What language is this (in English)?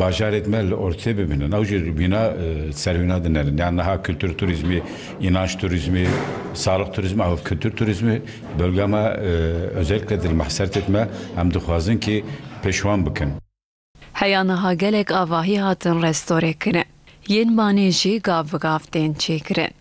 Kurdish